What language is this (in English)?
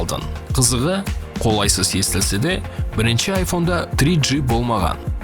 Kara-Kalpak